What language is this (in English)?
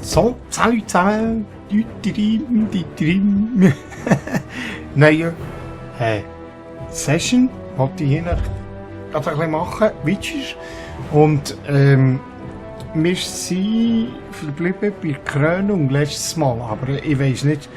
Swiss German